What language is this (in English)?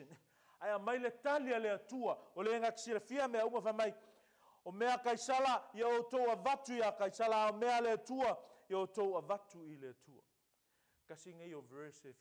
Samoan